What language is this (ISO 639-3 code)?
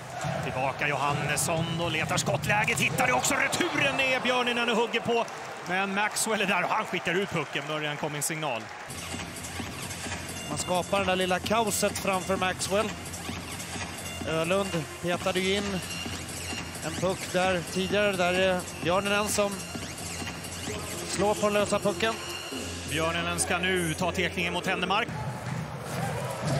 swe